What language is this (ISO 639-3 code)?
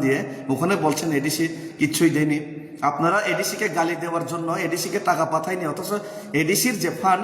trp